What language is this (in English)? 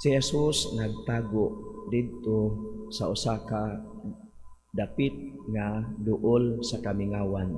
Cebuano